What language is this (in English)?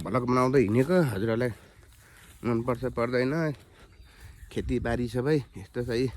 Nepali